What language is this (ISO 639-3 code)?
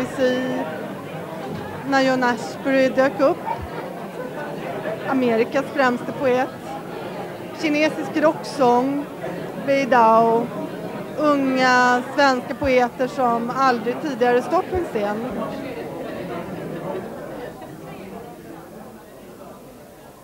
swe